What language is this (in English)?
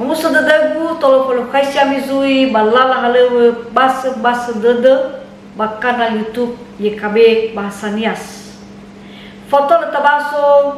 Nias